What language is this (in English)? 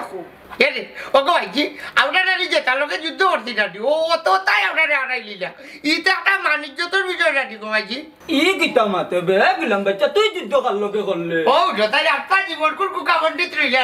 Sylheti